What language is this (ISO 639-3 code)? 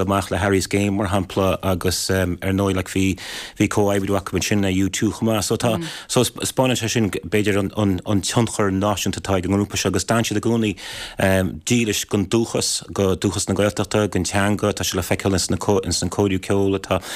gle